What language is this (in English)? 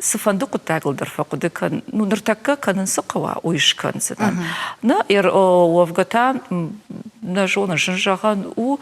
Ossetic